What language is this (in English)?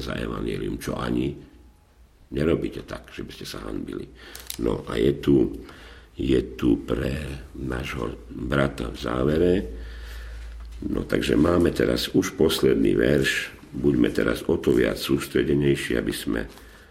Slovak